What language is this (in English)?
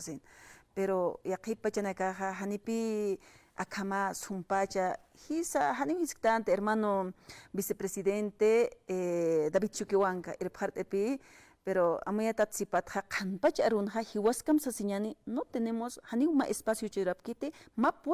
Aymara